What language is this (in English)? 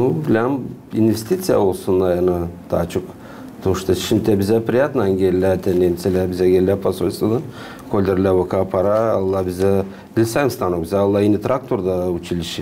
Gagauz